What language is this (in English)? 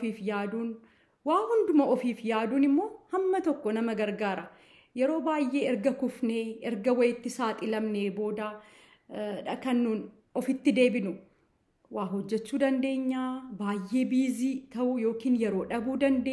Oromo